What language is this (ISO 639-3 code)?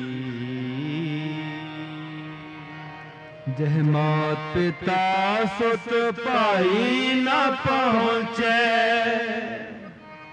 pan